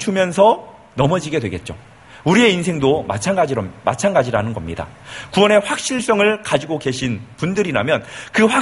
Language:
Korean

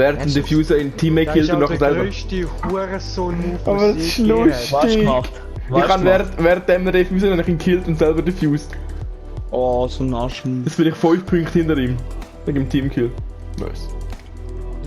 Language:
Swiss German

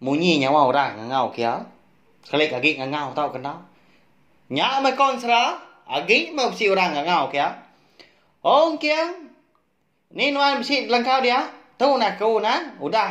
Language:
Iban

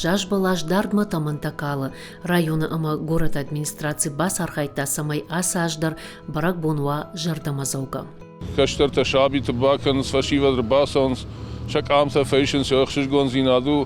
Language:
Ossetic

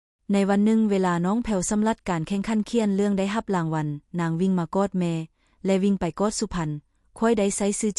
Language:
Lao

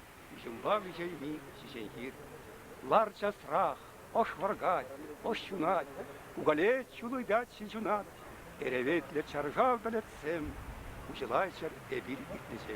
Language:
Chuvash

